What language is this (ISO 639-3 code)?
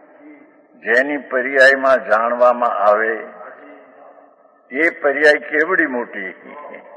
guj